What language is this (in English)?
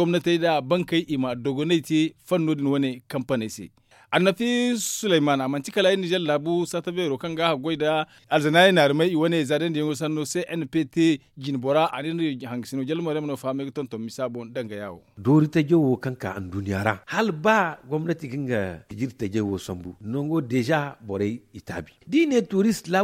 Zarma